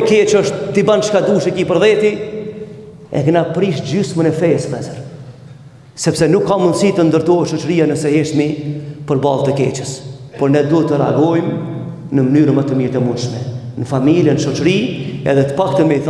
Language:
Albanian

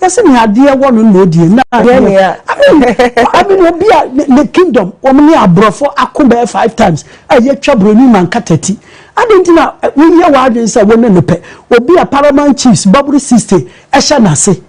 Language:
Akan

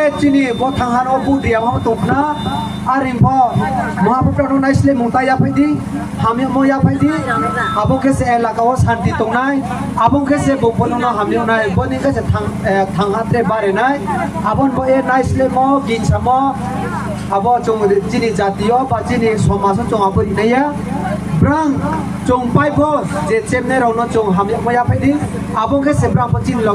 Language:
Kok Borok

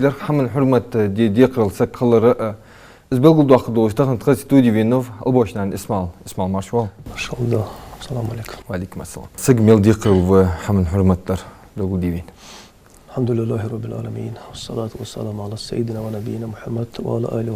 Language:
Ingush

